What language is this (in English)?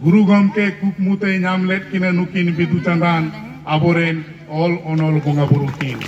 Santali